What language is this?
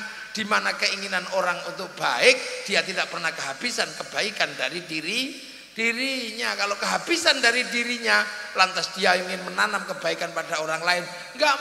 Indonesian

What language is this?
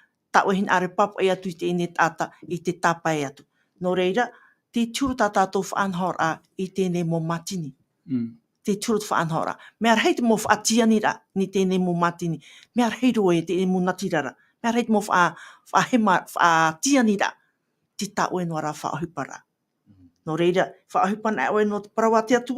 Tahitian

